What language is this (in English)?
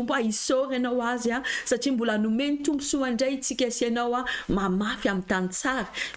Malagasy